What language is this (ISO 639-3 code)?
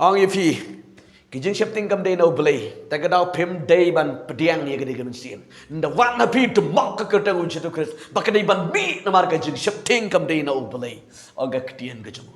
kha